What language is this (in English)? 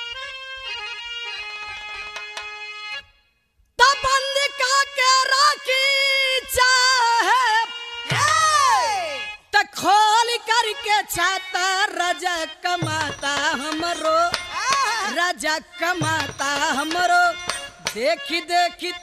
Bhojpuri